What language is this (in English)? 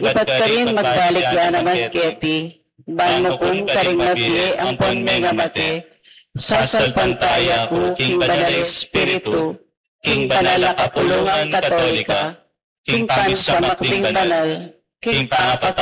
Pampanga